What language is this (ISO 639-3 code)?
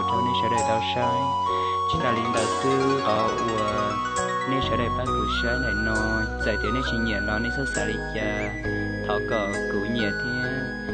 hmn